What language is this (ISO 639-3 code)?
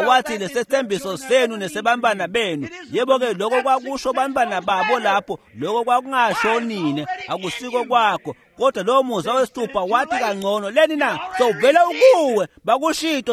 ssw